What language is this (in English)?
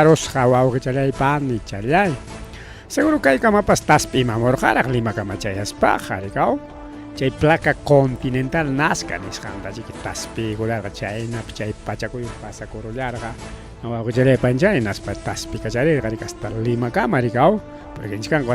Ayacucho Quechua